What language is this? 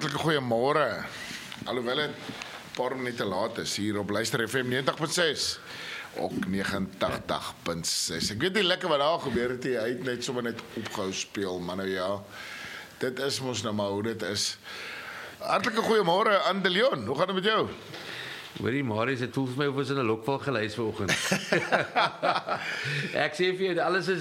Afrikaans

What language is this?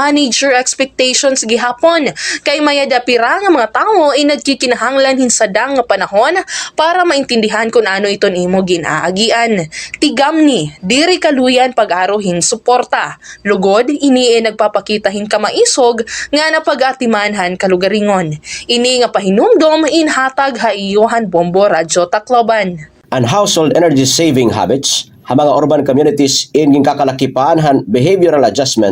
Waray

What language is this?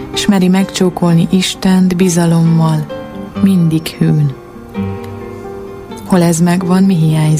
Hungarian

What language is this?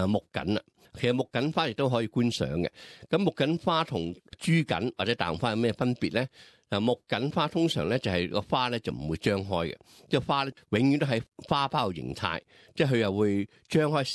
Cantonese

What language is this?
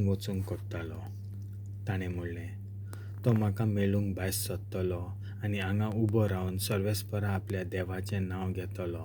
Konkani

